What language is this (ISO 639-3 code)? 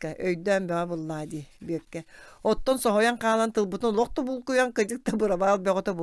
sah